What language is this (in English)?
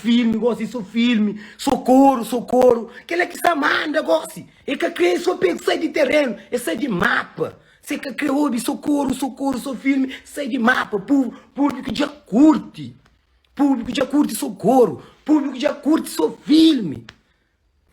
Kabuverdianu